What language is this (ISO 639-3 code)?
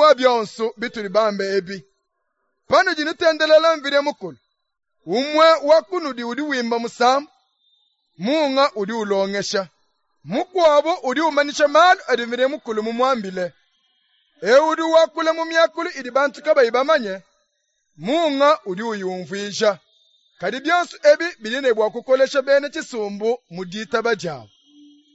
lua